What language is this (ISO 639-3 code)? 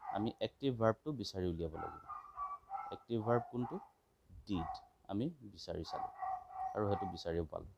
asm